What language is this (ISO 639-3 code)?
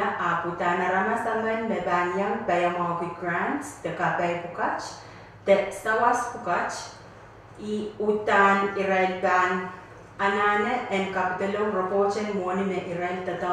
pon